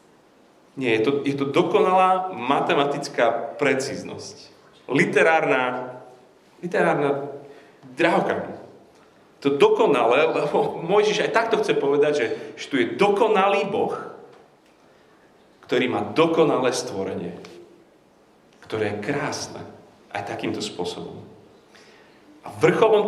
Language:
Slovak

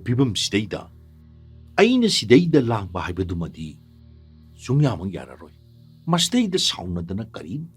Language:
Manipuri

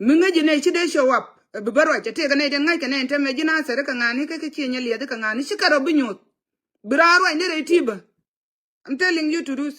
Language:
Nuer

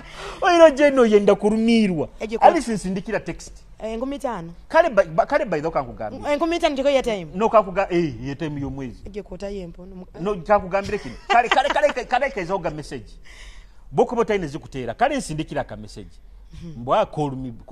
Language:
Nyoro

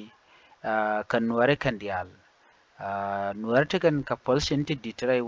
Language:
Nuer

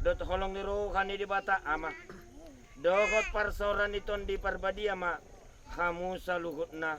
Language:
Batak Toba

